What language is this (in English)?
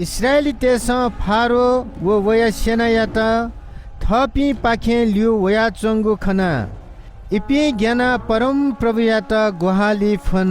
Newari